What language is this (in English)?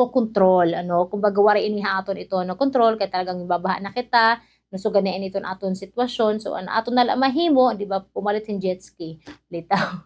Waray